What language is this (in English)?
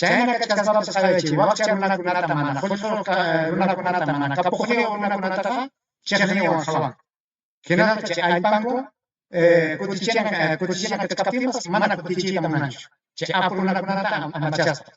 Ayacucho Quechua